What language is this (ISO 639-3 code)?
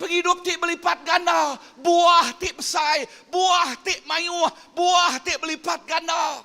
iba